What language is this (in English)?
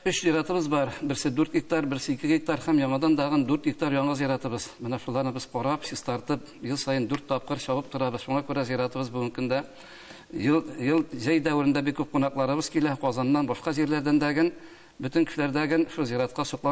Tatar